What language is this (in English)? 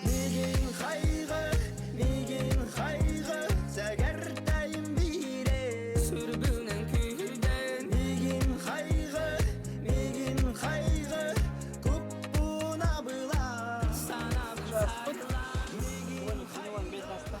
Yakut